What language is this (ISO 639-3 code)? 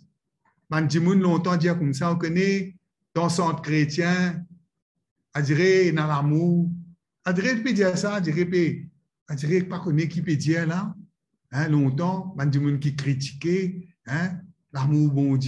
mfe